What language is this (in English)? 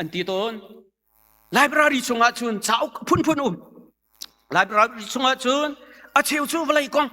Hakha Chin